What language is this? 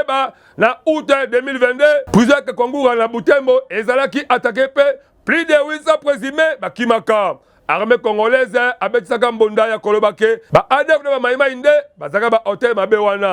Lingala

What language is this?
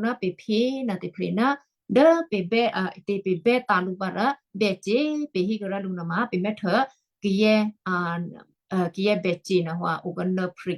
Western Kayah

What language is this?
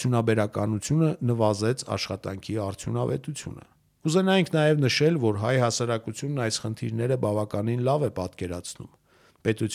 Armenian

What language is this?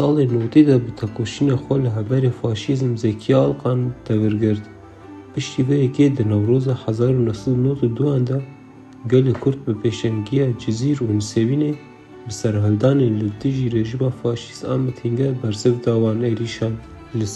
Kurdish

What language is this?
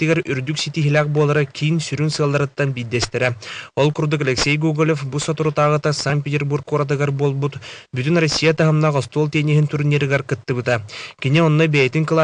Yakut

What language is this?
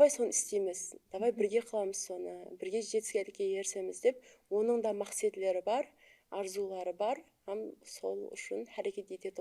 Kara-Kalpak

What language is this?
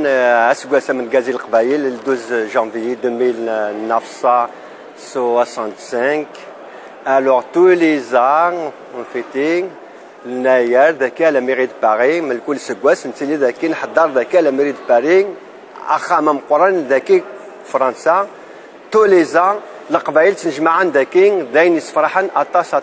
Kabyle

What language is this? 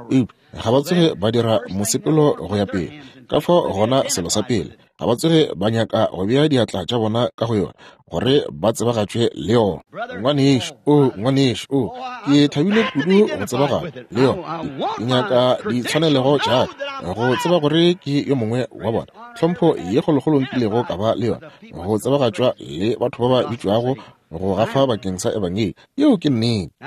Northern Sotho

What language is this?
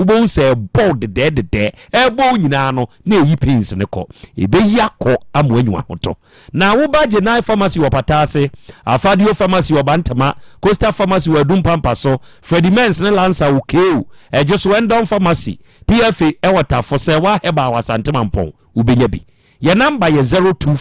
Akan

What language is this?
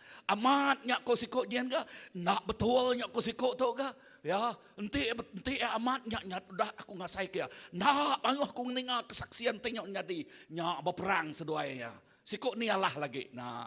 Iban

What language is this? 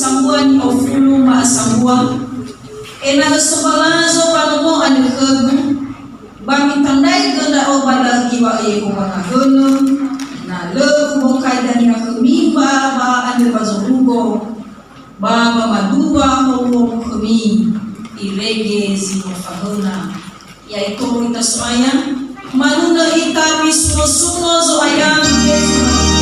Nias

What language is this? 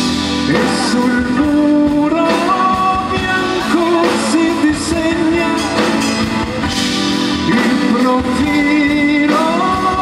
Italian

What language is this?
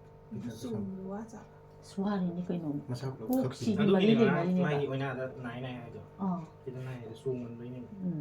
Manipuri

